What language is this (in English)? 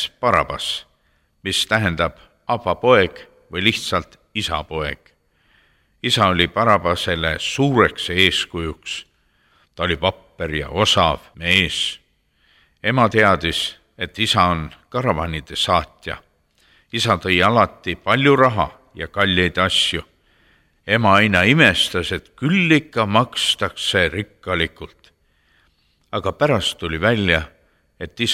Estonian